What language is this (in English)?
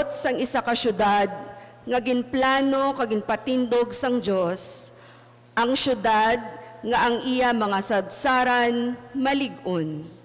Hiligaynon